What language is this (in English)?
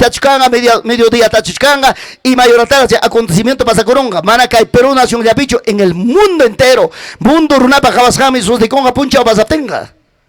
Ayacucho Quechua